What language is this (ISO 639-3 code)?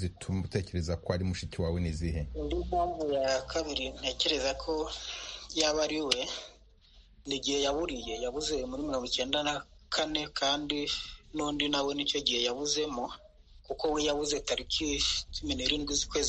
kin